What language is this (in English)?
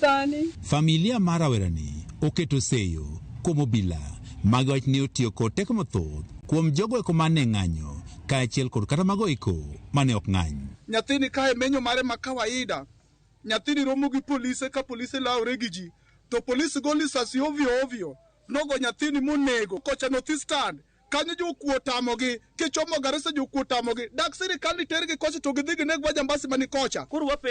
Luo (Kenya and Tanzania)